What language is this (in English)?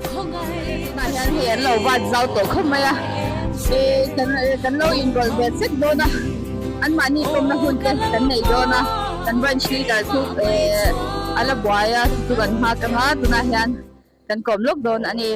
Mizo